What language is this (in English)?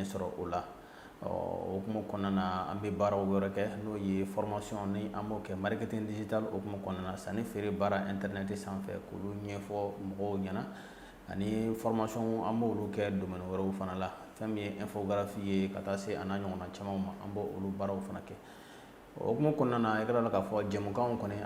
Bambara